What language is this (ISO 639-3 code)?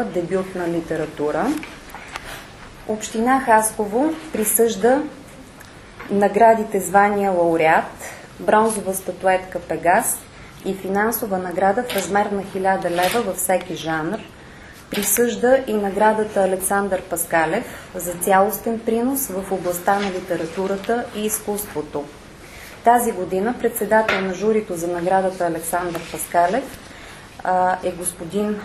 bul